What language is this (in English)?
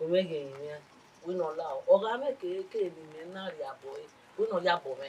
Bini